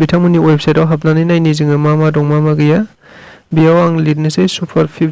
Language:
Bodo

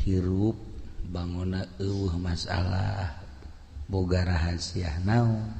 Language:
Sundanese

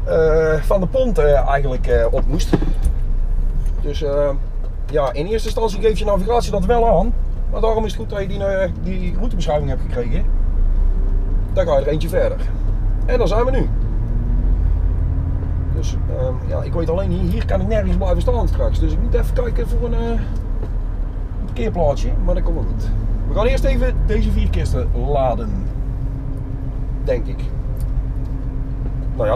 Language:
Dutch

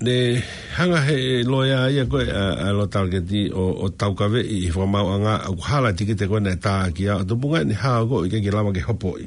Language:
Tongan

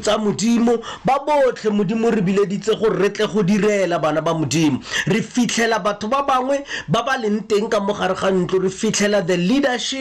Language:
Tswana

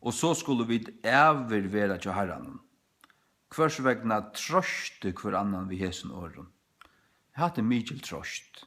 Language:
Faroese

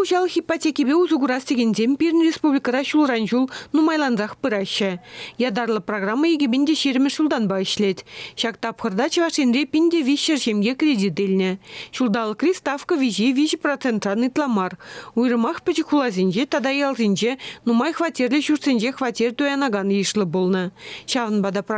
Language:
Chuvash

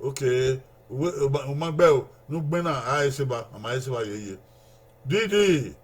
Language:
Bini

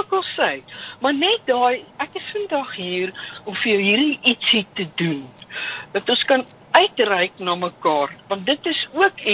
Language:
Afrikaans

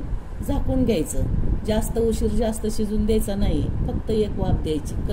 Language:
Marathi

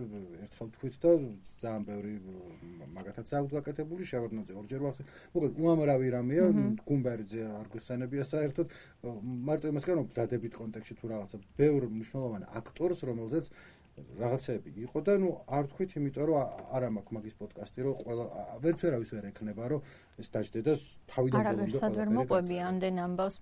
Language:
Georgian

